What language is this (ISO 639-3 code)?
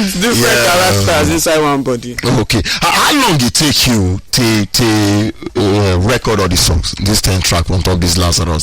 pcm